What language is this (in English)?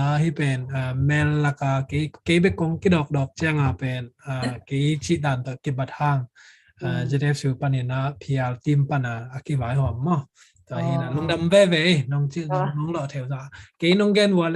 Tedim Chin